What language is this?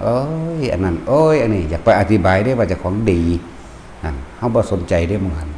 Lao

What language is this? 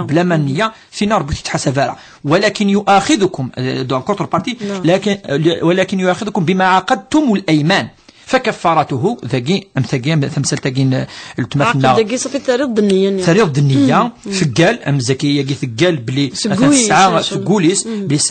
Kabyle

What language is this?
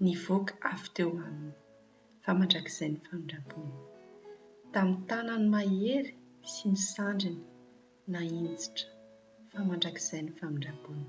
Malagasy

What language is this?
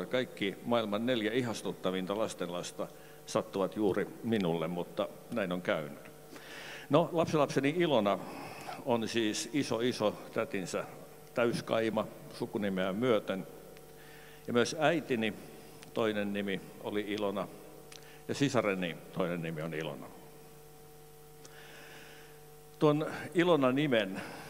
Finnish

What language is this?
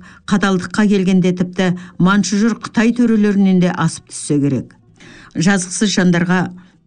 Kazakh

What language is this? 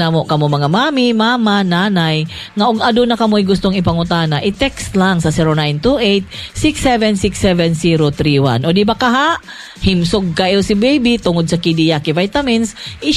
Cebuano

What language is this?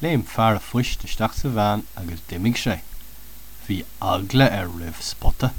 Irish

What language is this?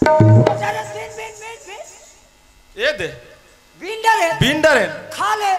Chhattisgarhi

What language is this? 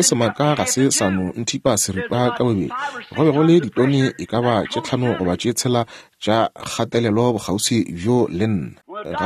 Northern Sotho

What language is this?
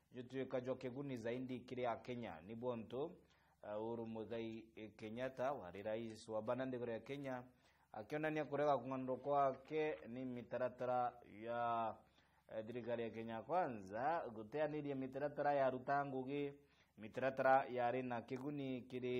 Meru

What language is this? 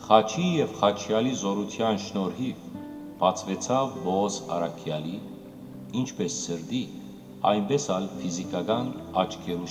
Western Armenian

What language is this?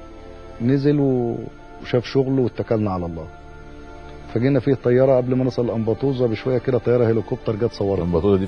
Egyptian Arabic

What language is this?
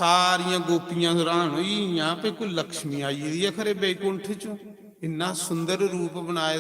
Dogri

